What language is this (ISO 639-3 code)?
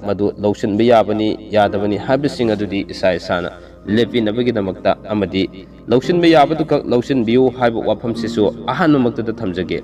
mni